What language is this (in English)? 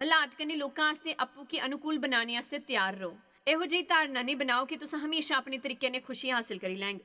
Dogri